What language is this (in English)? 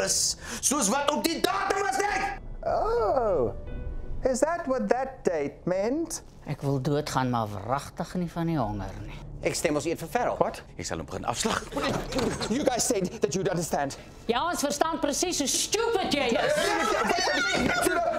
Afrikaans